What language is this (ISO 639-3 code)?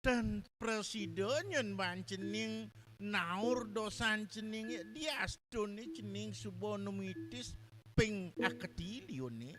ban